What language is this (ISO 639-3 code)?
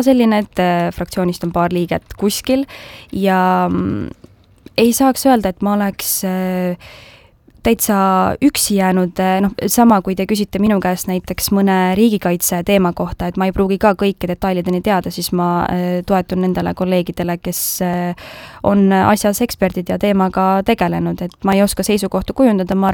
est